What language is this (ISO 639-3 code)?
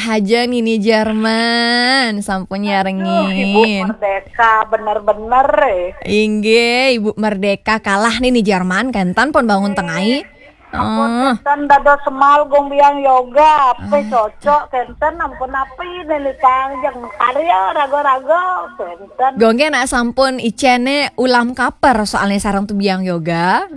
ban